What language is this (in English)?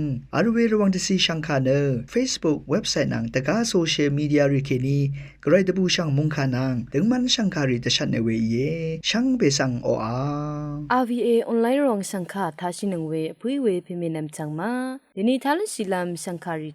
Rawang